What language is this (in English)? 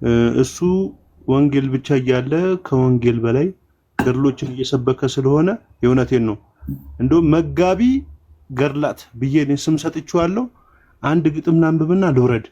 Amharic